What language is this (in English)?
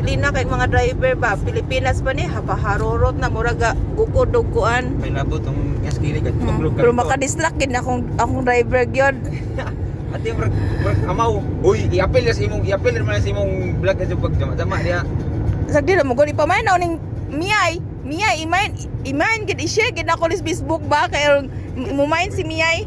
Cebuano